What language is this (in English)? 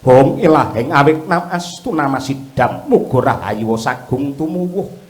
Javanese